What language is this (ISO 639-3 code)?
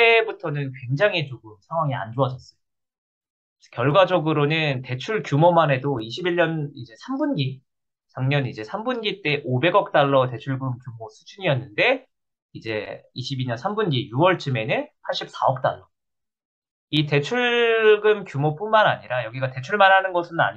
kor